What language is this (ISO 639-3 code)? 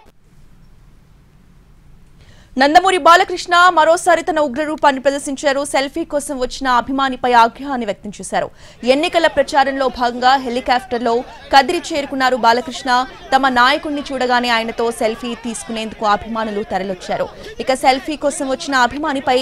tel